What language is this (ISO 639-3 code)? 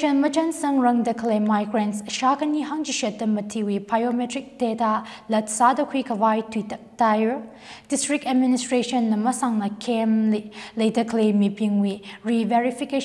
nmf